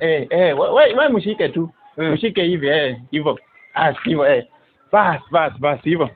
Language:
Swahili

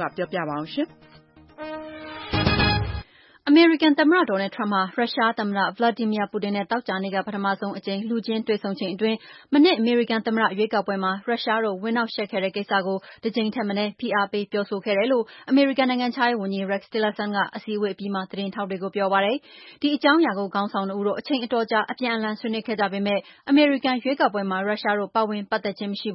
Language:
Burmese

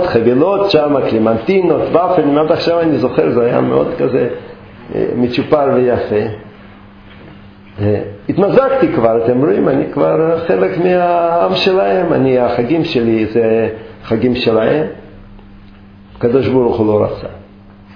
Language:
Hebrew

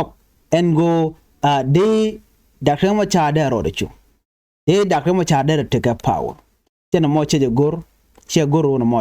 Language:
Nuer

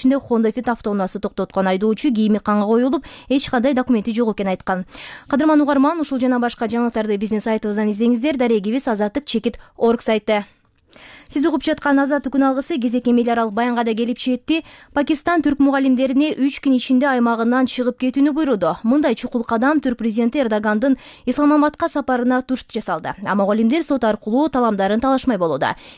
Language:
Kyrgyz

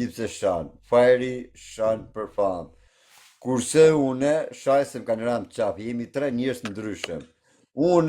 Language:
Albanian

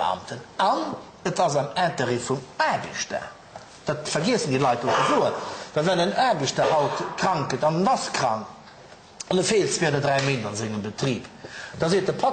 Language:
Luxembourgish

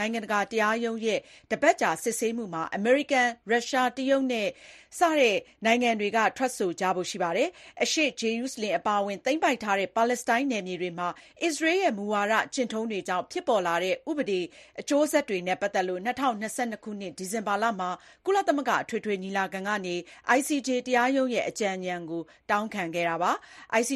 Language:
Burmese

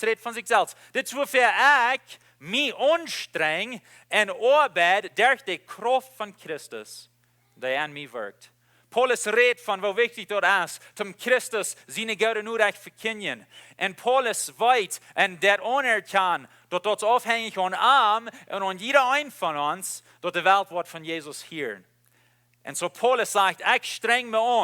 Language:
Plautdietsch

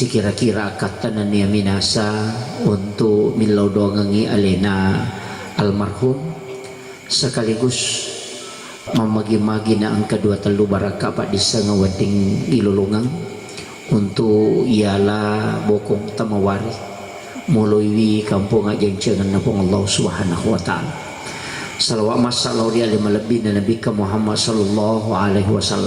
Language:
Buginese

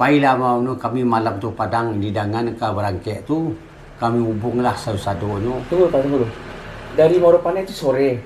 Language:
Minangkabau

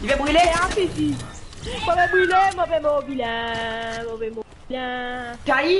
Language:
Morisyen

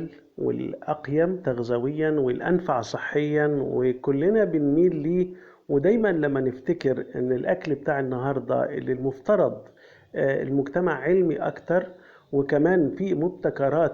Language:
Egyptian Arabic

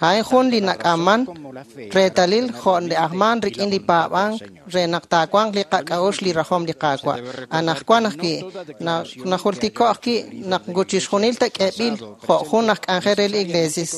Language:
Kekchí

